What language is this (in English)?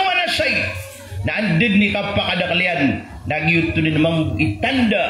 Maranao